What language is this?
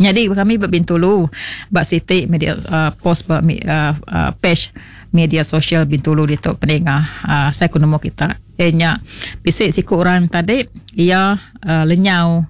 Iban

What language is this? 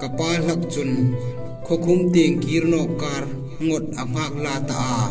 Hmar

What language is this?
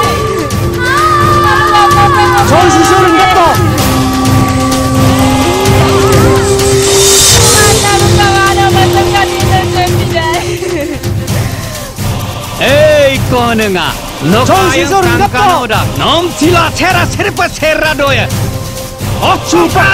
Mising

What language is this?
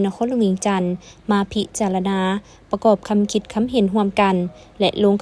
Lao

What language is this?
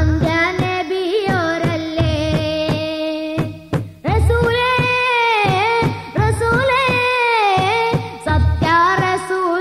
Malayalam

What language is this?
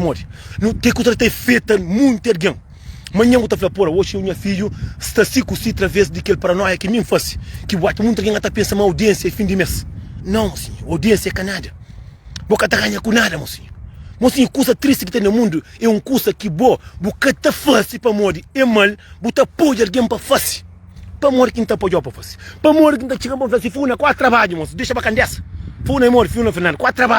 Kabuverdianu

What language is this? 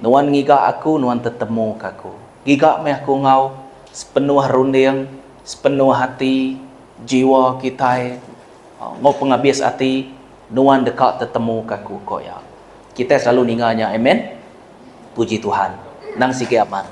Iban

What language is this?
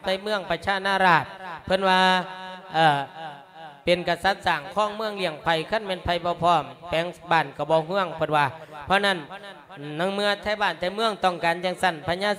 Lao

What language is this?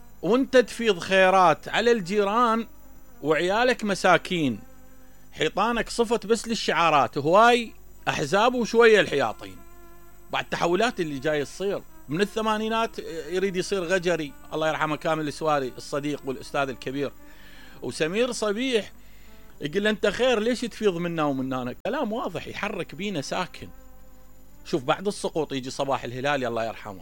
Mesopotamian Arabic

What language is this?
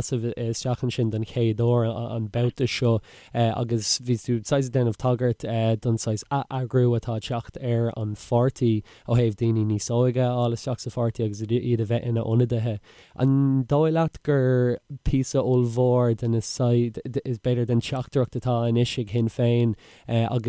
Irish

